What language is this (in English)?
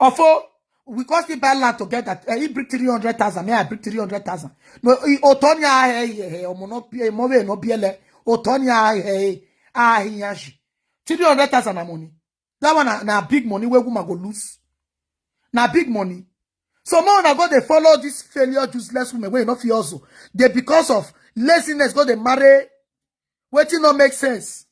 Nigerian Pidgin